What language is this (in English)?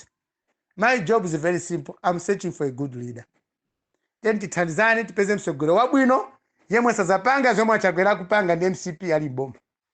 Nyanja